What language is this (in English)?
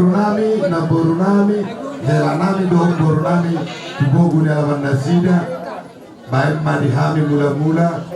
Batak Toba